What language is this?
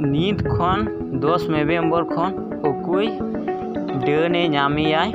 Santali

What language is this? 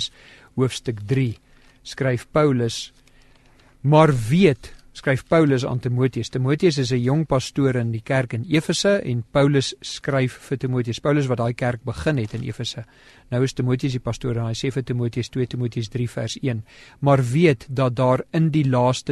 Afrikaans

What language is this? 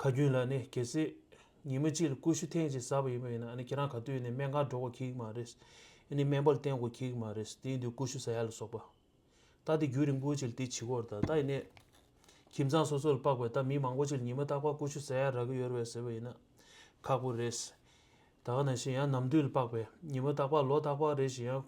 Tibetan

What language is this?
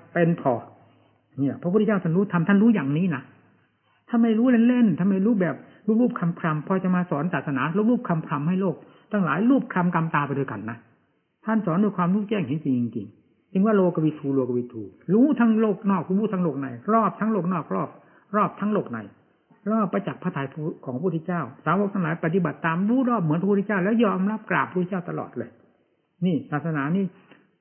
Thai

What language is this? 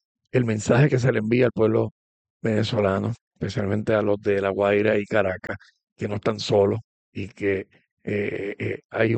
Spanish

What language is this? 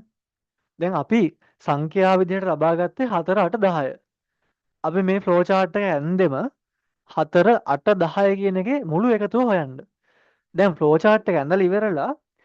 Sinhala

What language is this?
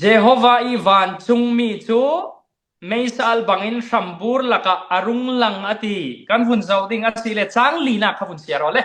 Falam Chin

